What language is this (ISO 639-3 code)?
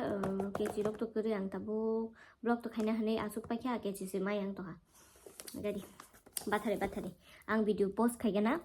trp